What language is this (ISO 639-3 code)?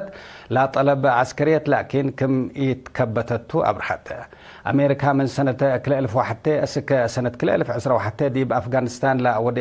tig